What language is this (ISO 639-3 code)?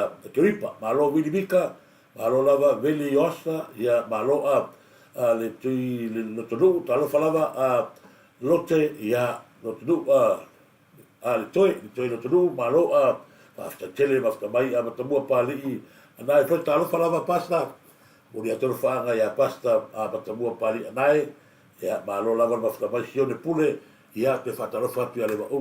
smo